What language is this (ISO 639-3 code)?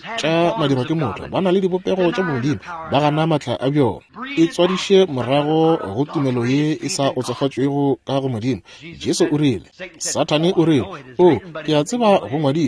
nso